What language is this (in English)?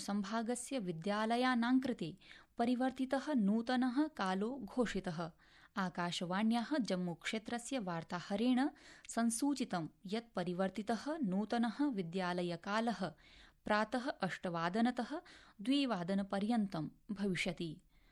Sanskrit